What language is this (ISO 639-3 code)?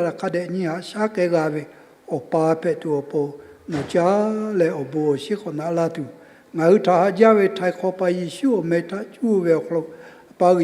lhu